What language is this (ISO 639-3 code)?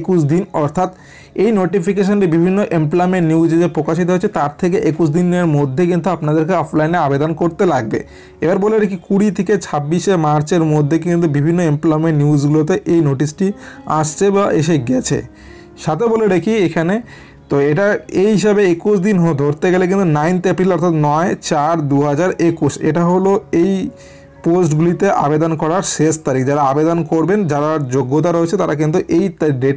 ben